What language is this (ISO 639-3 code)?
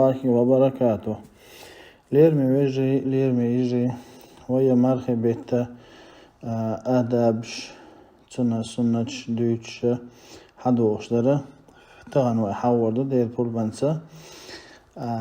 che